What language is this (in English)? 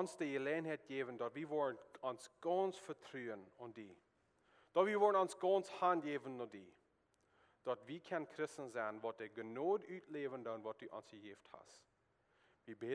Plautdietsch